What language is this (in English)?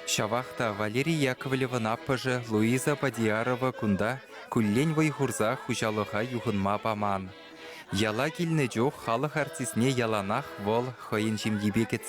Chuvash